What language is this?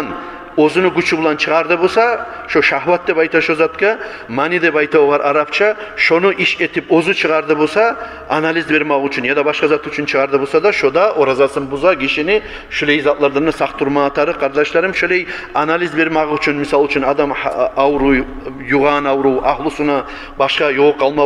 Kumyk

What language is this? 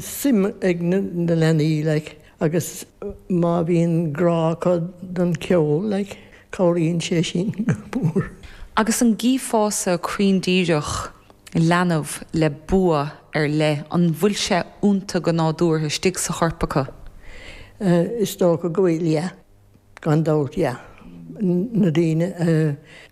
Irish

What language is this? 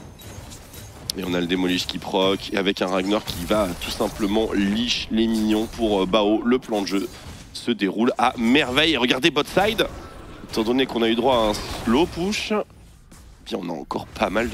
French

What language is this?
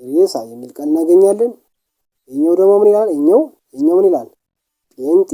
Amharic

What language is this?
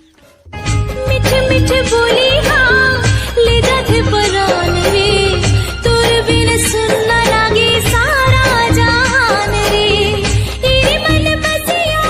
Chhattisgarhi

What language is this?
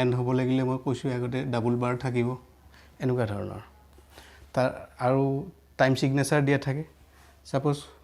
Assamese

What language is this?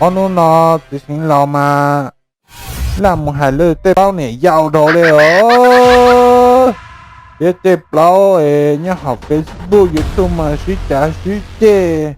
Hmong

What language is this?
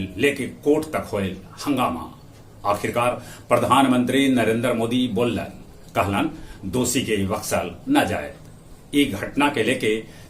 Magahi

